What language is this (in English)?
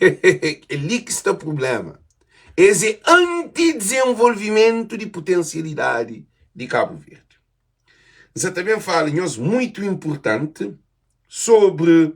Kabuverdianu